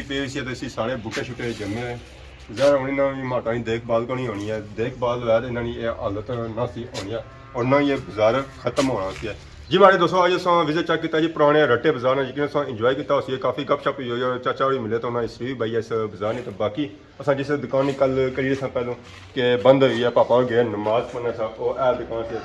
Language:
Pahari-Potwari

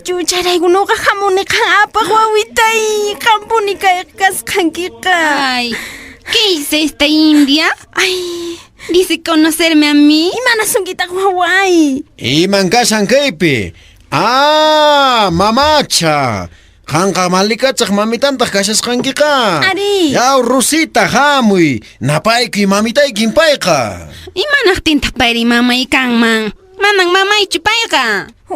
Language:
Quechua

